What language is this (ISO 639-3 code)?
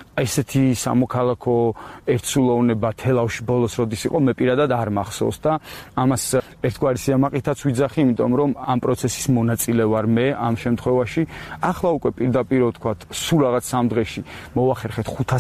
kat